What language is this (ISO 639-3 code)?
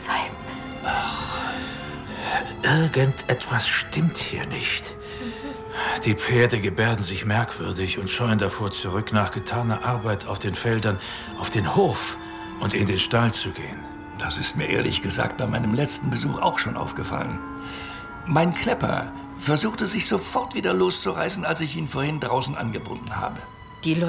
deu